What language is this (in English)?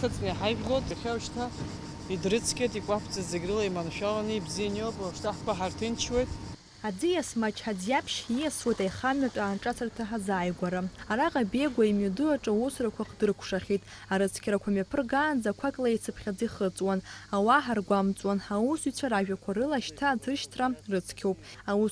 Abkhazian